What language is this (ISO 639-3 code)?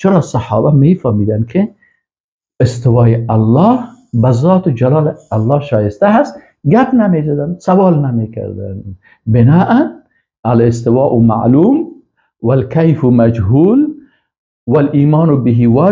fas